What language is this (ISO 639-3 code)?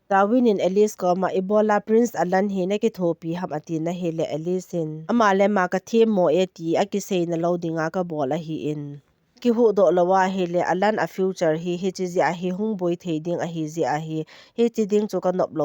tcz